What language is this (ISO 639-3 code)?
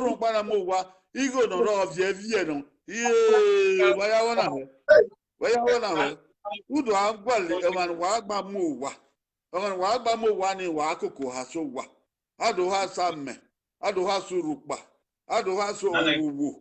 bin